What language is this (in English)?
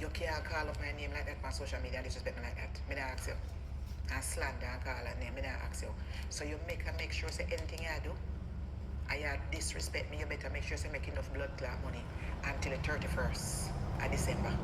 Jamaican Creole English